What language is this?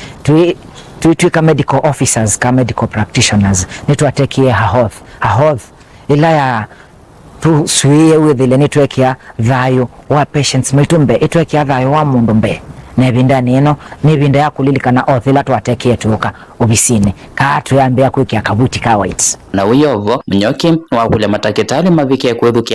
Kamba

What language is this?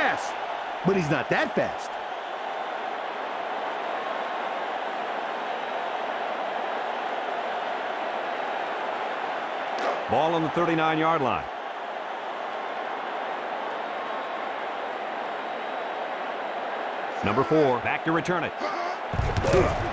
English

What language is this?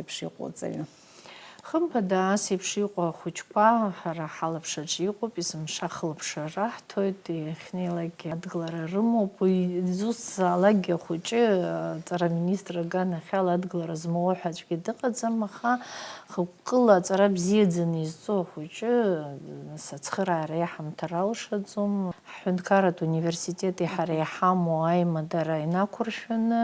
Abkhazian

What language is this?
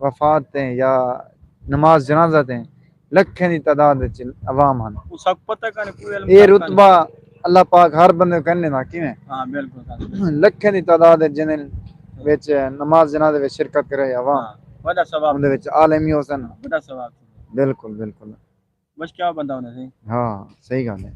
Saraiki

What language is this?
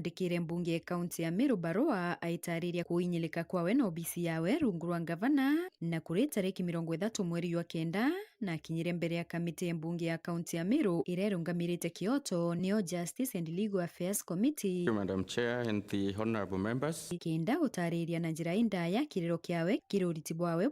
Meru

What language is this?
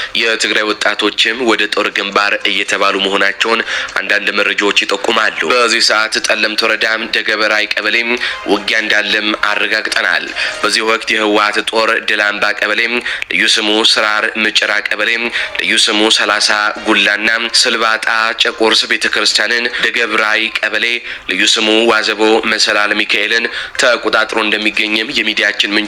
Amharic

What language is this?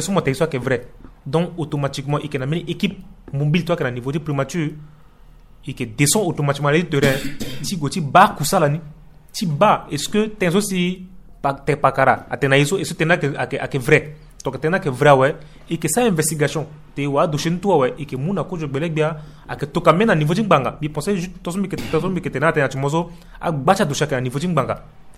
Sango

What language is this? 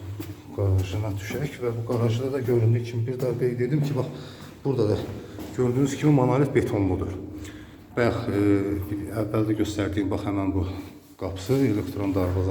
Azerbaijani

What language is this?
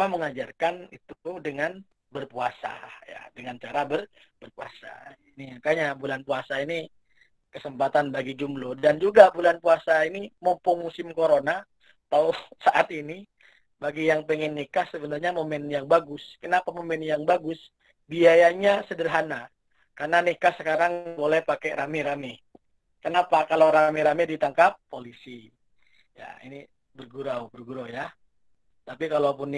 Indonesian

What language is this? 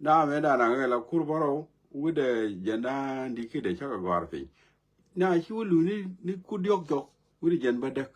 Nuer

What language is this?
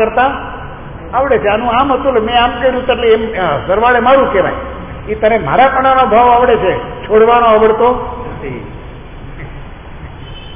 Gujarati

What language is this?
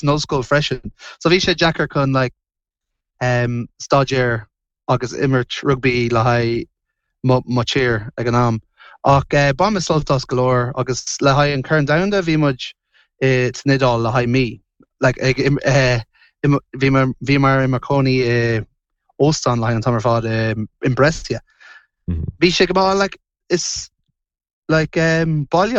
Irish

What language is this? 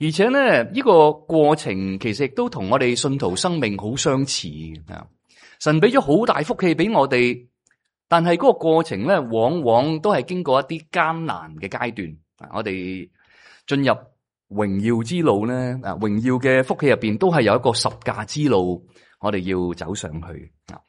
Cantonese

